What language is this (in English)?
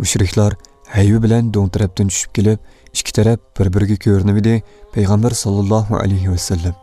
Uyghur